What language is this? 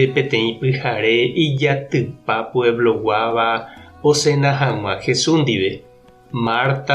Guarani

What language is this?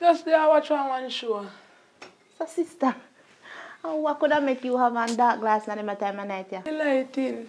Jamaican Creole English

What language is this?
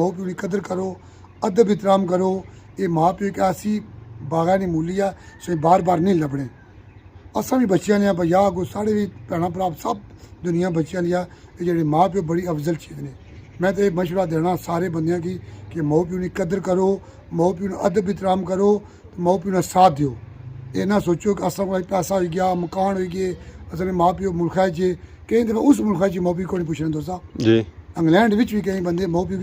Pahari-Potwari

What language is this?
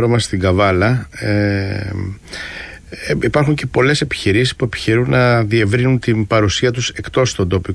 Greek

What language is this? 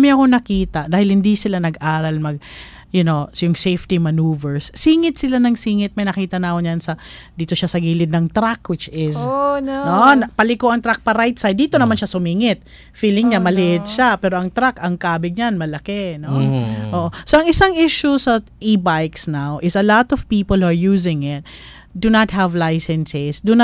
Filipino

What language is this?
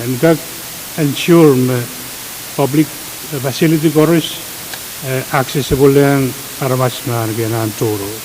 Pohnpeian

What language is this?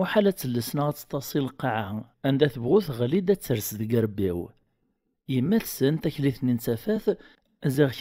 Kabyle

